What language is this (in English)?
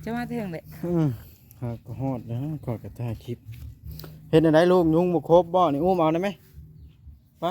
Northeastern Thai